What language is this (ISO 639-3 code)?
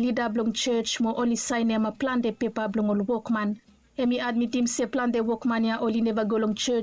bis